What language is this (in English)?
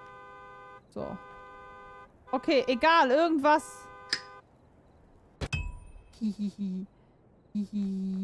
German